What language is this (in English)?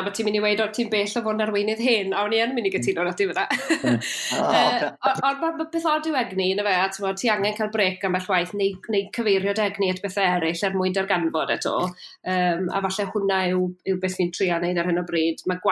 Welsh